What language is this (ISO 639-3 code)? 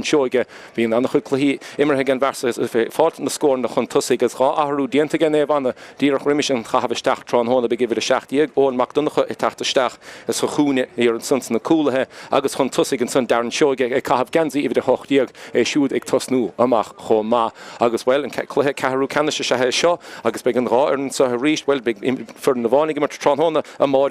gle